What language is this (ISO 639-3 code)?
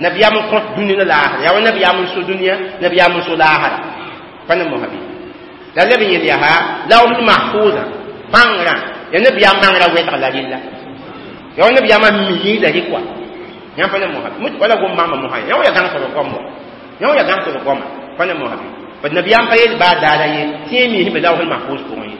mos